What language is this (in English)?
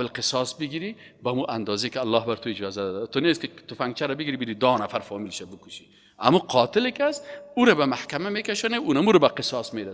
Persian